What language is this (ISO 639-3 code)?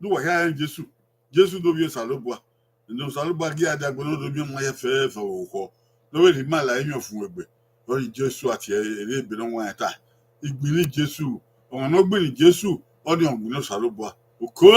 bin